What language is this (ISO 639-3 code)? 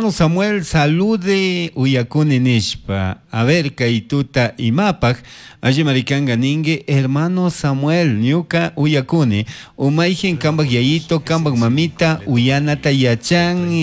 qug